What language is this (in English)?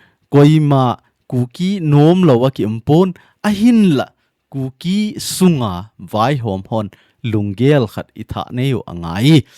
Thado Chin